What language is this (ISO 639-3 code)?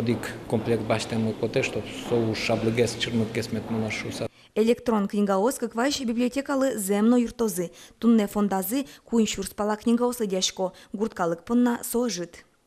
udm